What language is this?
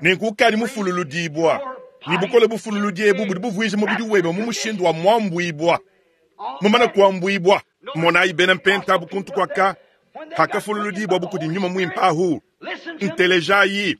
Luba-Lulua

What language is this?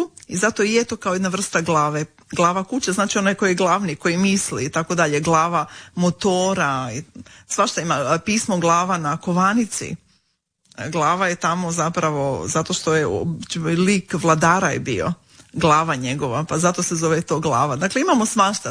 Croatian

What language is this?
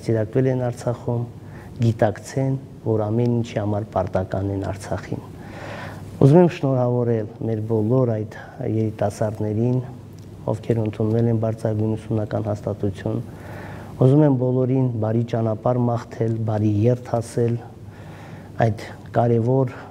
Armenian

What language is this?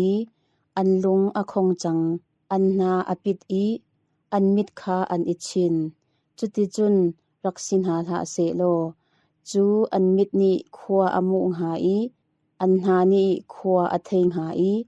Hakha Chin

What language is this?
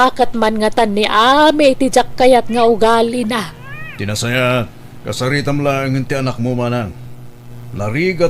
Iloko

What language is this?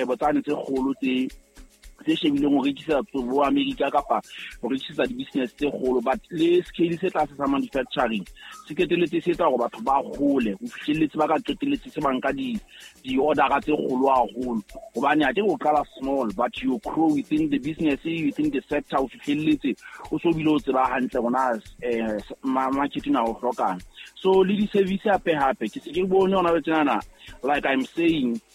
Southern Sotho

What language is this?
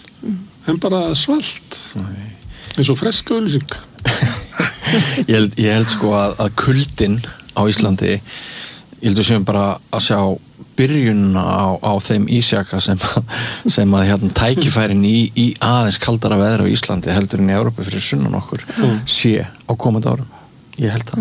Icelandic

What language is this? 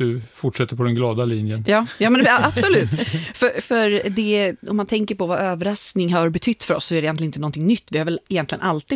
Swedish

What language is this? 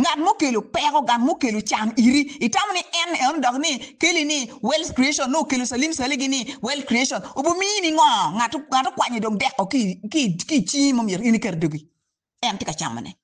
Acoli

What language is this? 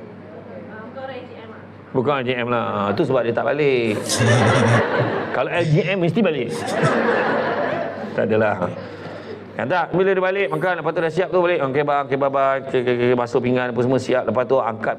Malay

